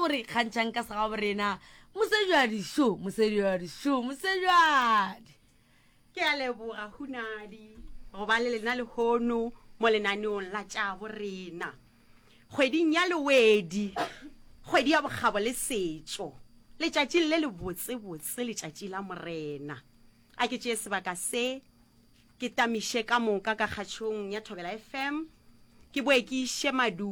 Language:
Northern Sotho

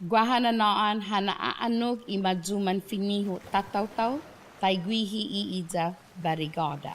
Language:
Chamorro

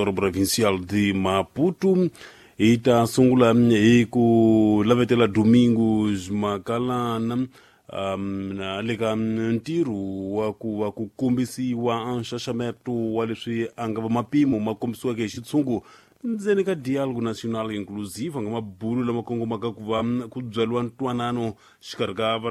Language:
Tsonga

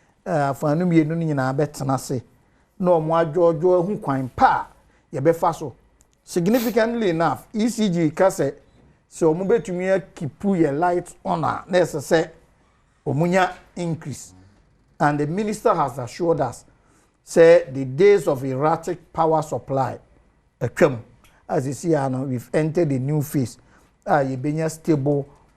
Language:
Akan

